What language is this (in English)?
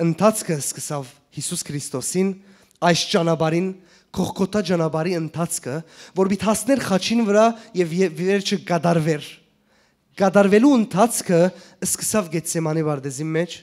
Western Armenian